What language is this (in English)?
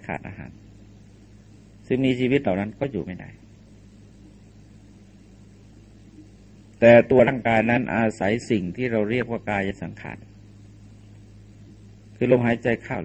Thai